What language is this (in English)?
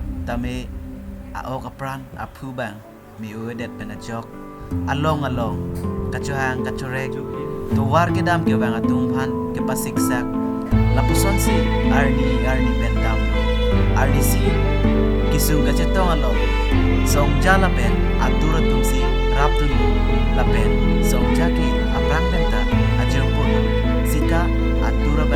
Karbi